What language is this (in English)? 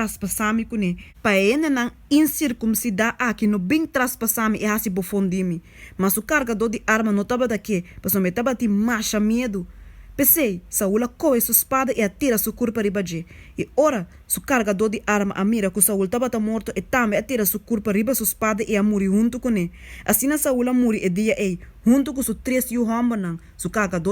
Papiamento